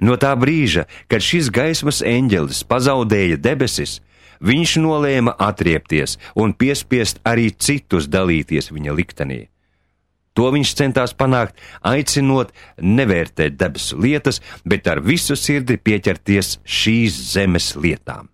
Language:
Latvian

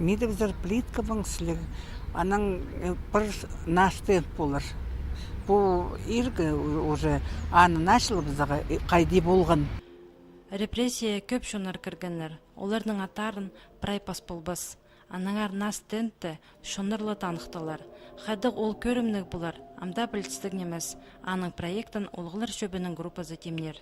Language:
Khakas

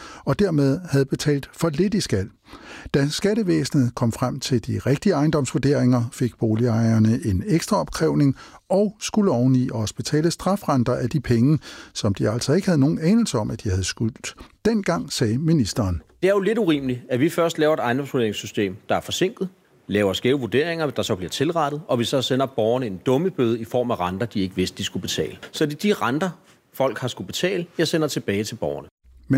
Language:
Danish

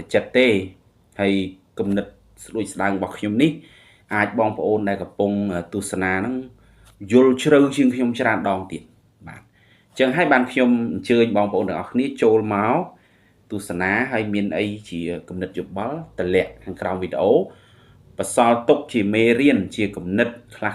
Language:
Khmer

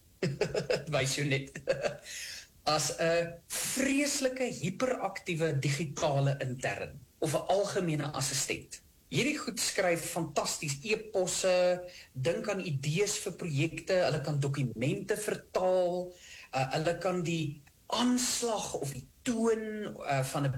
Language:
Afrikaans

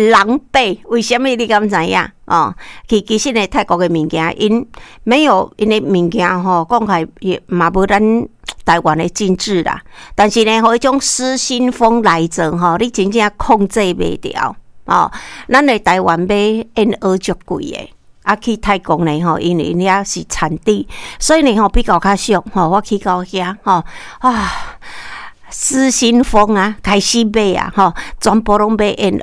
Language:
Min Nan Chinese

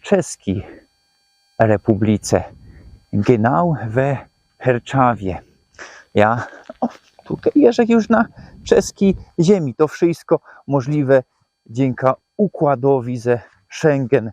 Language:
Silesian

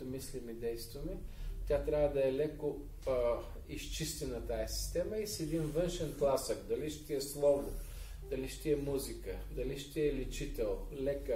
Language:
Bulgarian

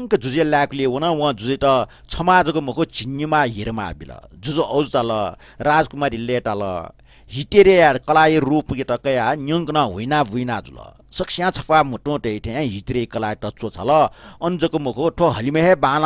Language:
Newari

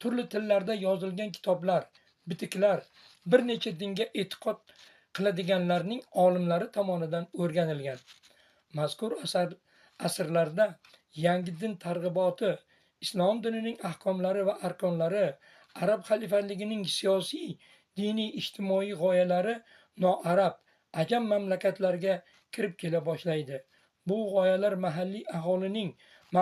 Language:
Uzbek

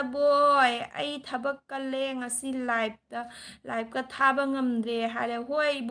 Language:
Manipuri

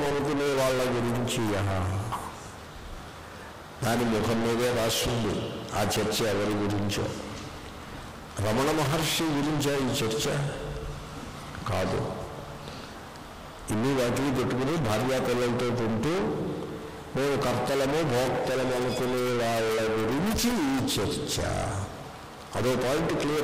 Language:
Telugu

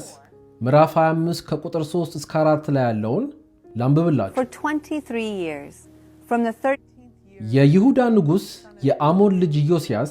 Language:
Amharic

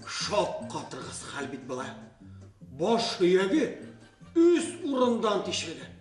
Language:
Bashkir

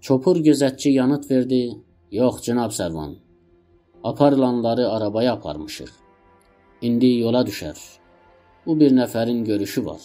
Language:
South Azerbaijani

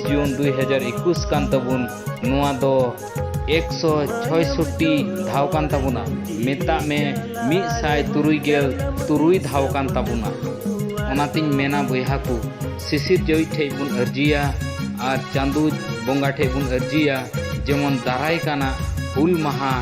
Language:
Santali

